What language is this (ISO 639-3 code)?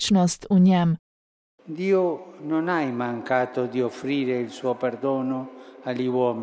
slv